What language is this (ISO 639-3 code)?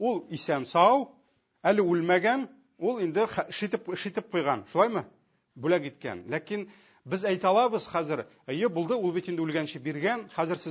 tat